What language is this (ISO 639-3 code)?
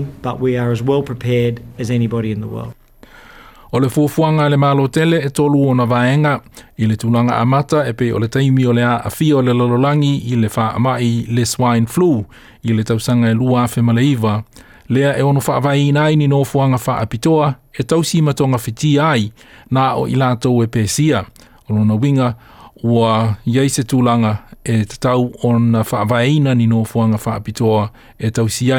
smo